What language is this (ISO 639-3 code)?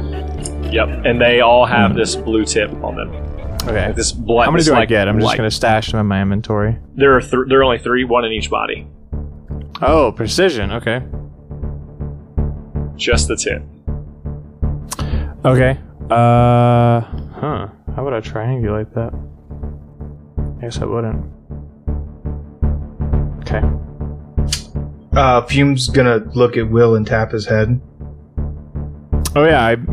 eng